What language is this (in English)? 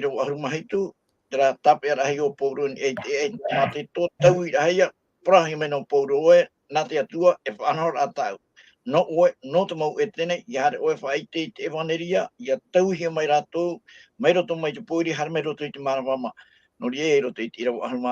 Tahitian